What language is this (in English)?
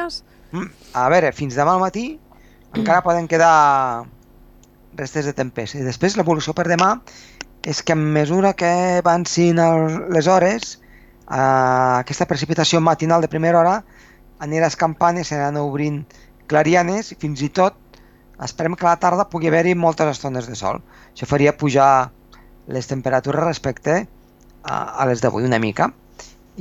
Catalan